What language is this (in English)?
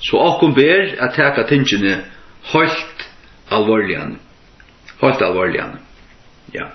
Faroese